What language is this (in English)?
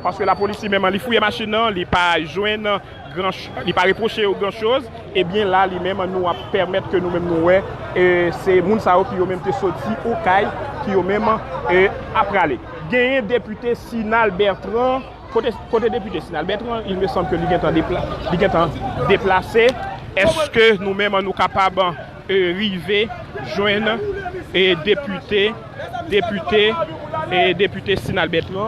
Haitian Creole